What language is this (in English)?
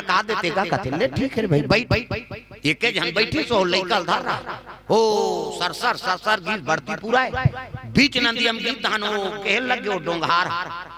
Chhattisgarhi